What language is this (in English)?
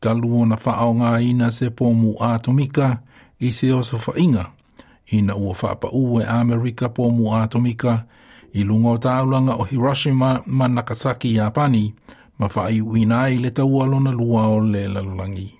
Samoan